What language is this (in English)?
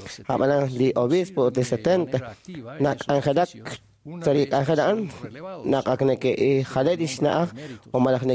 Kekchí